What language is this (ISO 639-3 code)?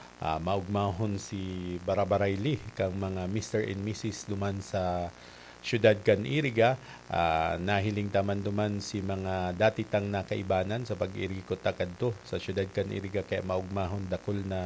bik